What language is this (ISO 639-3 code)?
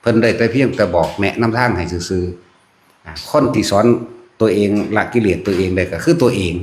tts